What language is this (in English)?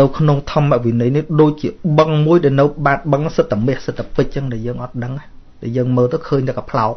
Khmer